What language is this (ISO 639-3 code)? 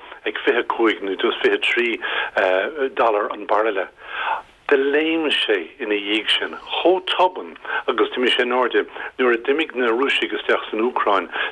gle